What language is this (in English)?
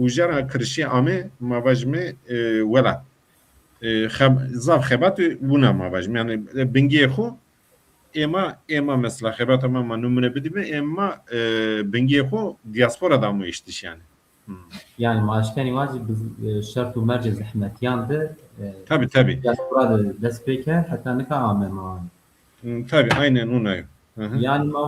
Zaza